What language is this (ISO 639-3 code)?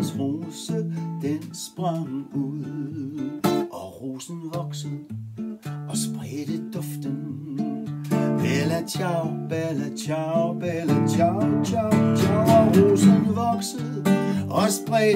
dan